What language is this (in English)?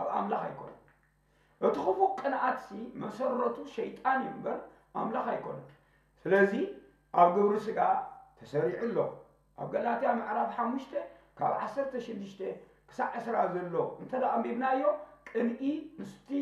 Tigrinya